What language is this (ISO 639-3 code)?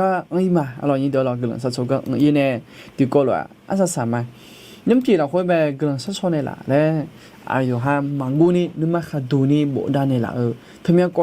ahk